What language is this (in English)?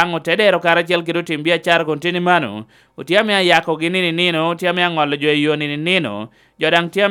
Lango (Uganda)